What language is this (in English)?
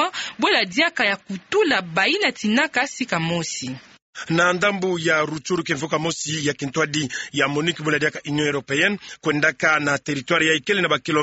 Kituba (Democratic Republic of Congo)